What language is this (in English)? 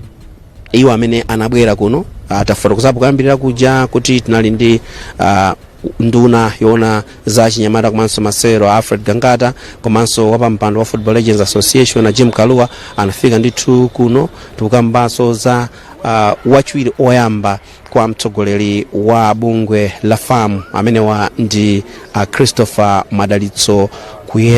Nyanja